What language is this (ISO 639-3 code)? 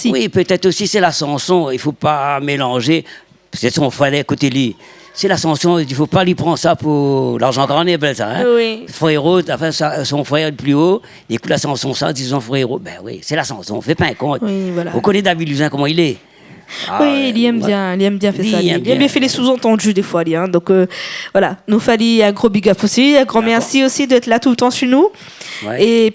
rcf